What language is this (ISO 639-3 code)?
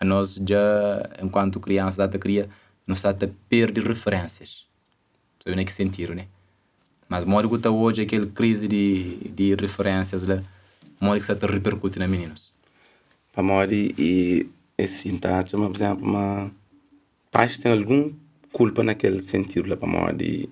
kea